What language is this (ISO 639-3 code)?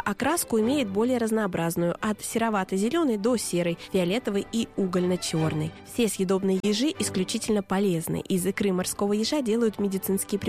rus